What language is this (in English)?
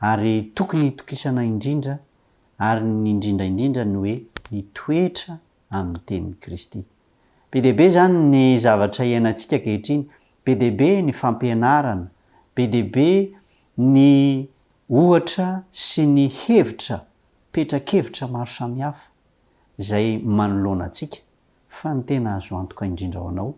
Malagasy